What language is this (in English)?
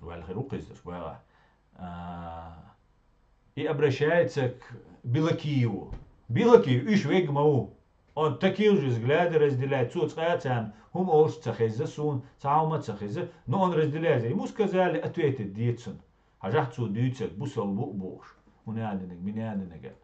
Chechen